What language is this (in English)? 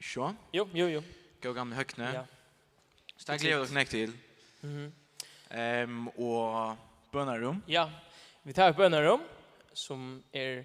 Faroese